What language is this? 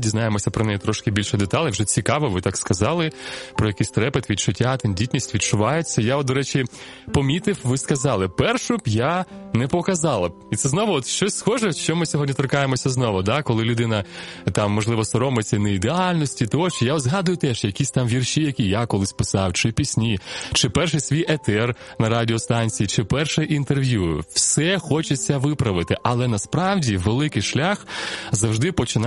Ukrainian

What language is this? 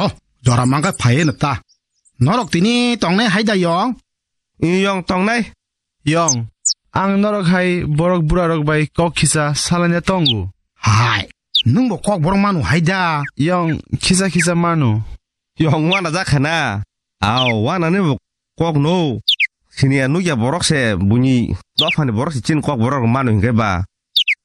Kok Borok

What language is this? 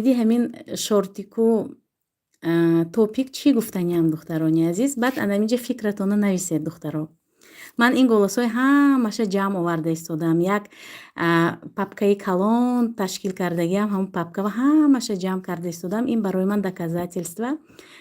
Tajik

